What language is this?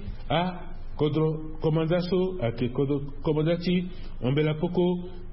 Sango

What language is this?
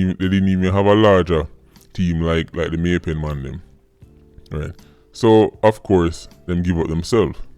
Jamaican Creole English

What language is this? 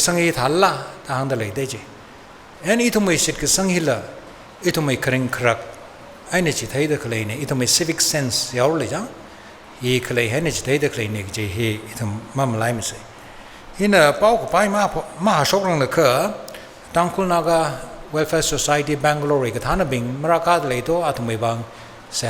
Tangkhul Naga (India)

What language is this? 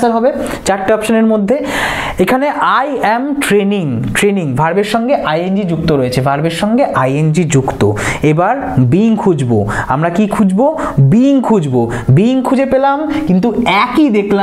Bangla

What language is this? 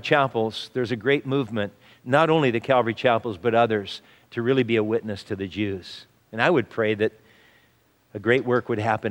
English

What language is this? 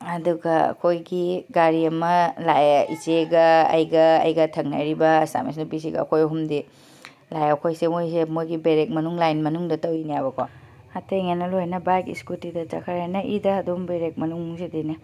Manipuri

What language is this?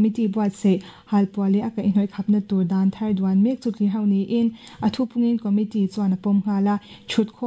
Mizo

